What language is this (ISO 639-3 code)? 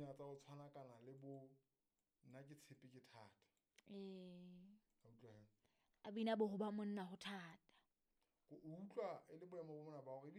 sot